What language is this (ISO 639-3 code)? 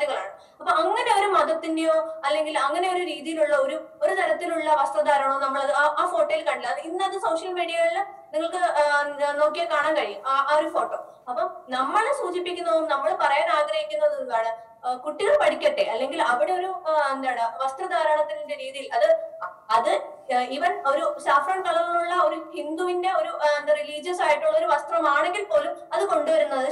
mal